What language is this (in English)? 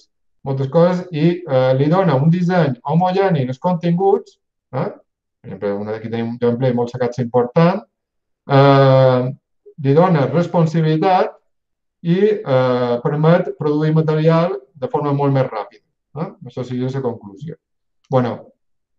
Catalan